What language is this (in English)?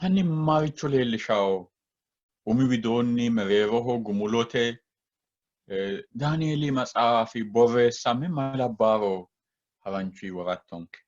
Sidamo